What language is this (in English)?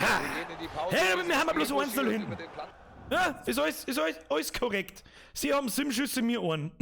Bavarian